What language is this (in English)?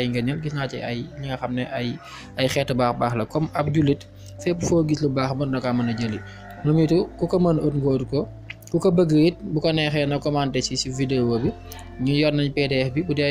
Wolof